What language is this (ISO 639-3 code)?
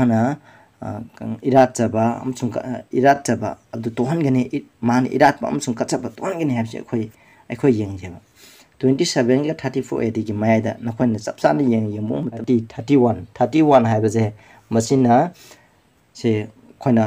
mni